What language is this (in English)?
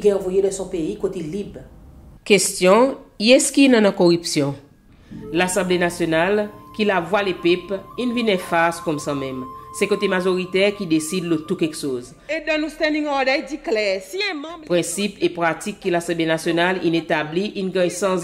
Seselwa Creole French